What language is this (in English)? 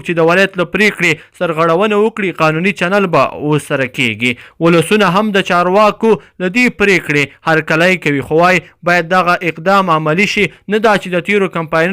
Pashto